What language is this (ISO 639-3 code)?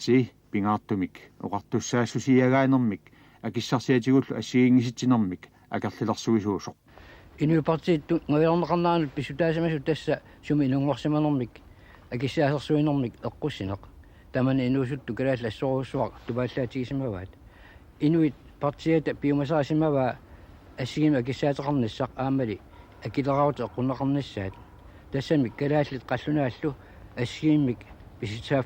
kal